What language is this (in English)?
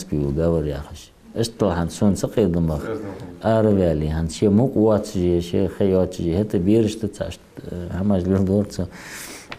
Ingush